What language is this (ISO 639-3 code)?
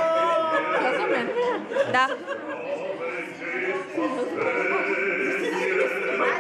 bul